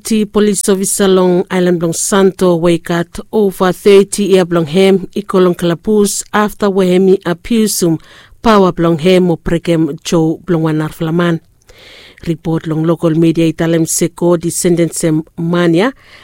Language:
Bislama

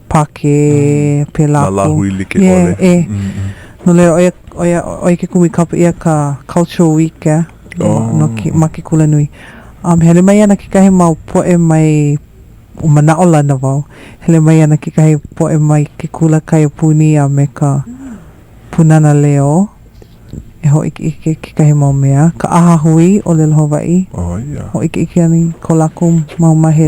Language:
Hawaiian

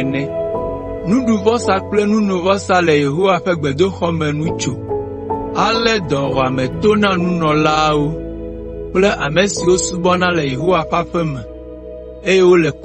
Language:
Ewe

